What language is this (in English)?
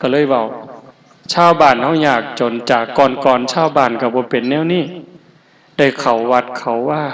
Northeastern Thai